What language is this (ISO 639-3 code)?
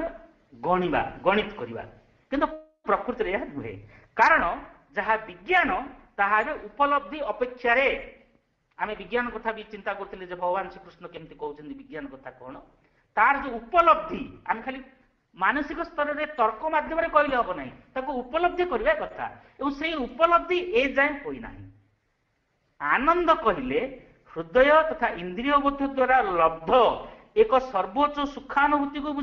ori